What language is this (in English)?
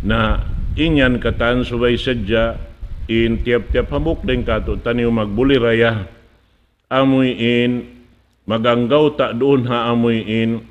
Tausug